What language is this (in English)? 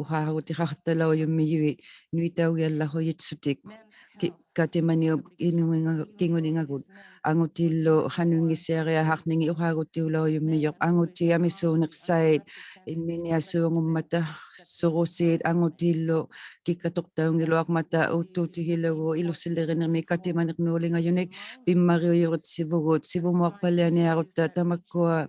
Inuktitut